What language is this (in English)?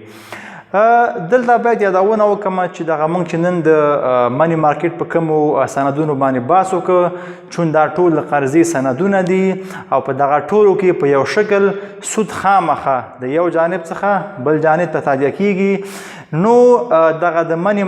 Pashto